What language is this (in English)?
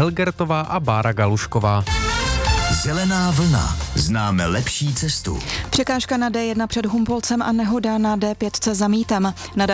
Czech